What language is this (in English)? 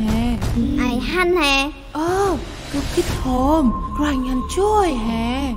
Central Mnong